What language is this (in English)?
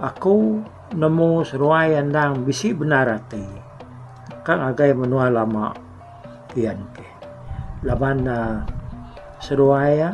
Iban